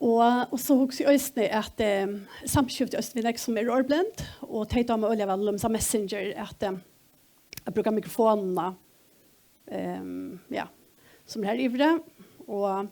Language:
Faroese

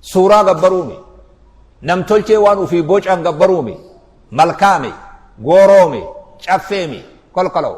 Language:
Oromo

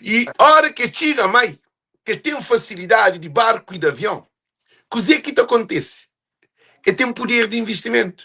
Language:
Kabuverdianu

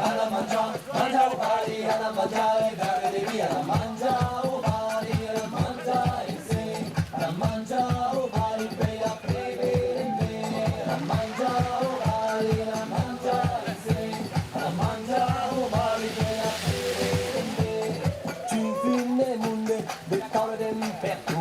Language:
Occitan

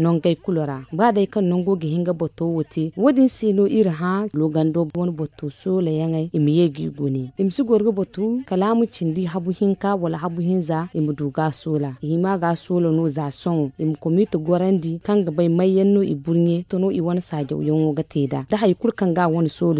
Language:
Zarma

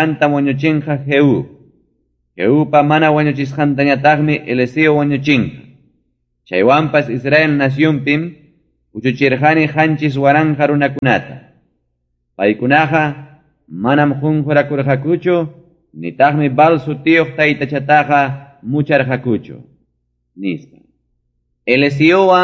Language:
Ayacucho Quechua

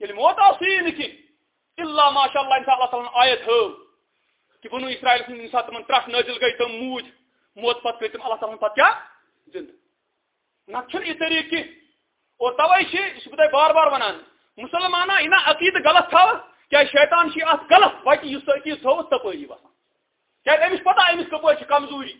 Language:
Kashmiri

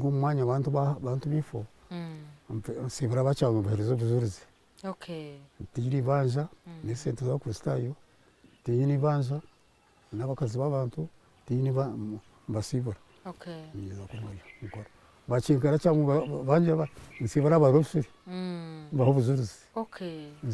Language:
Nyankole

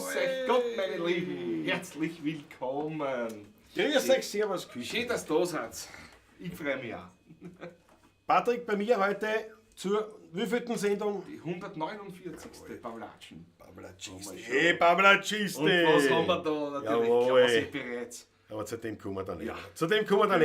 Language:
Bavarian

